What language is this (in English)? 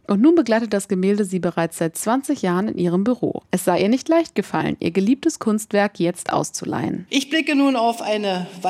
German